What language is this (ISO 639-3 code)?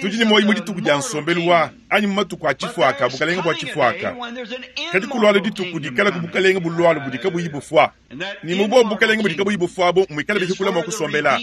lua